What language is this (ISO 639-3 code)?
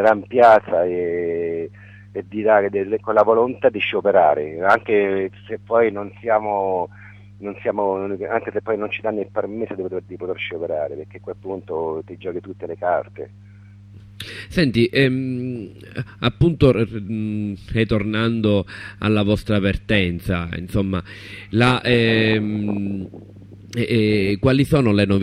ita